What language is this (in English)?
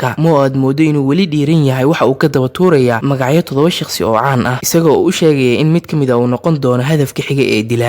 Somali